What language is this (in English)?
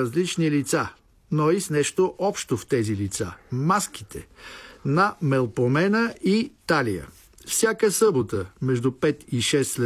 Bulgarian